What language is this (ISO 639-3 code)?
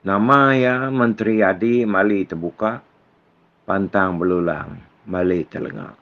iba